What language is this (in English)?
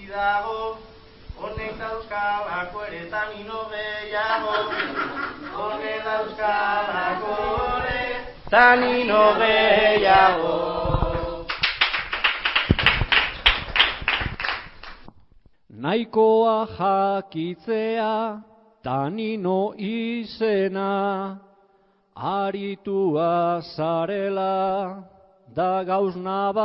Basque